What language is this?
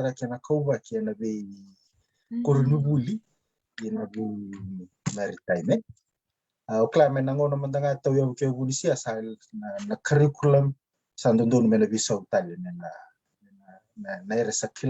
Fijian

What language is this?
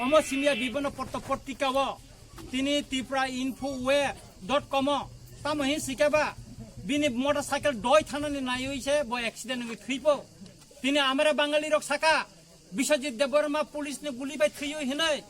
Kok Borok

